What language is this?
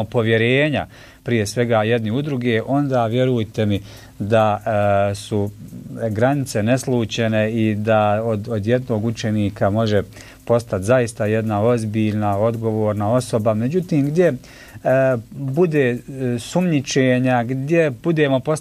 Bosnian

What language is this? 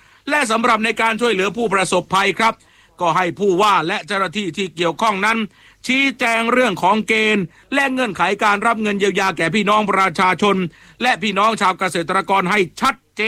Thai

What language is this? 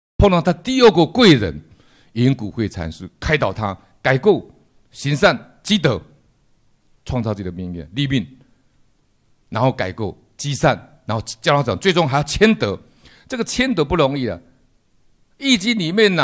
Chinese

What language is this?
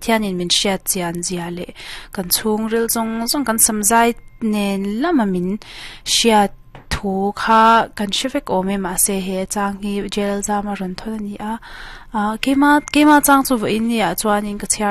Mizo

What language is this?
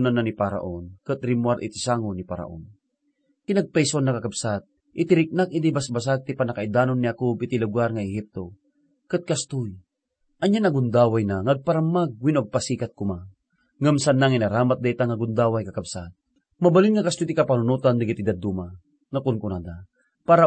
Iloko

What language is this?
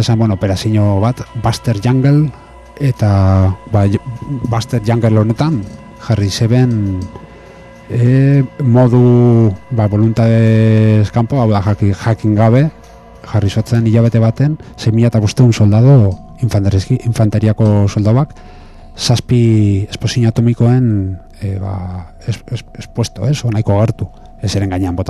Basque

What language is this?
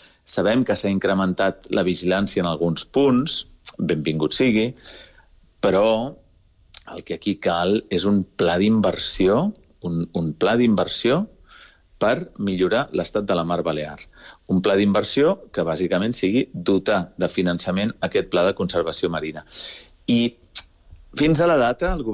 Catalan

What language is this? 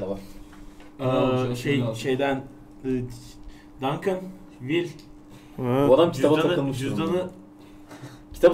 Turkish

